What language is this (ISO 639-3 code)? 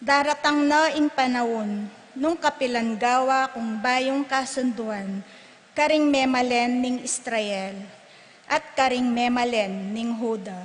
pam